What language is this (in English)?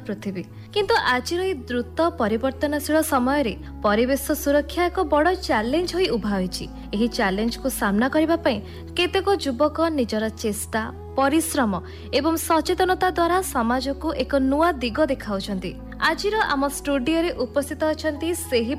Odia